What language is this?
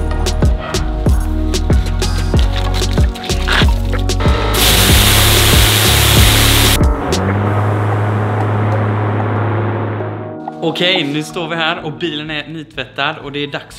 Swedish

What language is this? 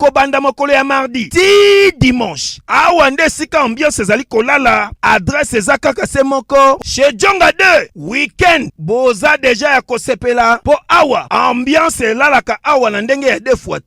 Lingala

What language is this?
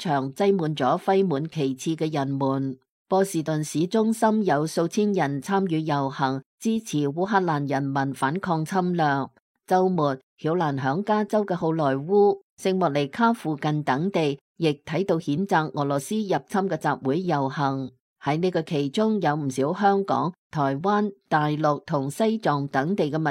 Cantonese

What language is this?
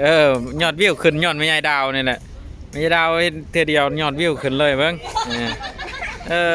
Lao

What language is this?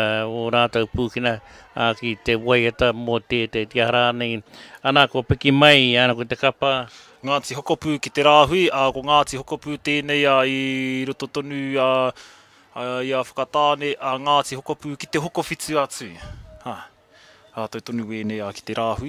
Māori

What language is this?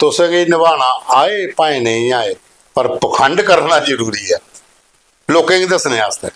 Dogri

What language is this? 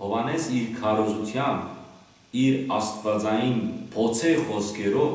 Western Armenian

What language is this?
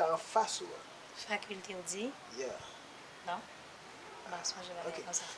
Haitian Creole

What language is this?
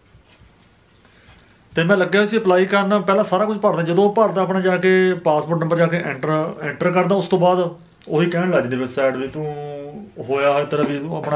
Punjabi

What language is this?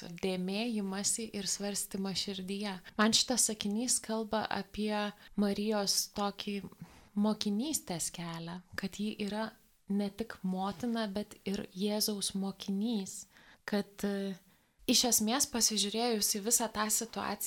Lithuanian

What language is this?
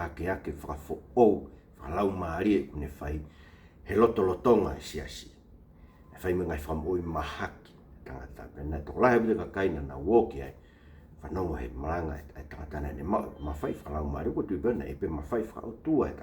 Tongan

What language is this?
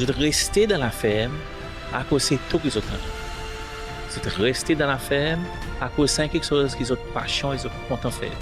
Seselwa Creole French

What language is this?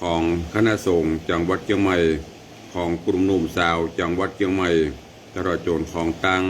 Northern Thai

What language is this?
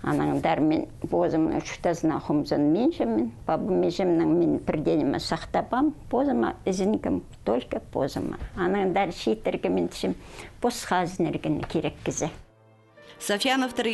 Khakas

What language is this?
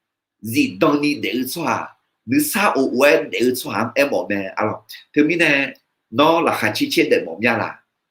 Akha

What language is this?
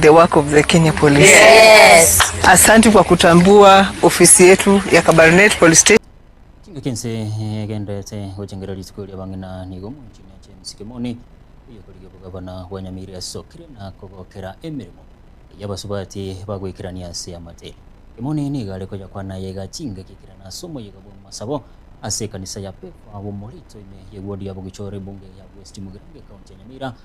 Gusii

